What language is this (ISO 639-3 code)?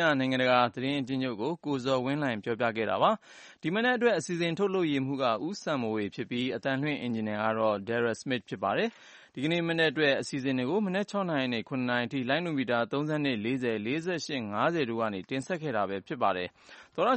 mya